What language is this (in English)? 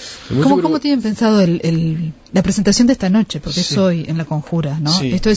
Spanish